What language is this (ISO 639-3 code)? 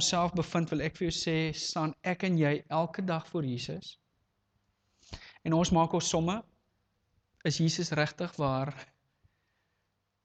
afr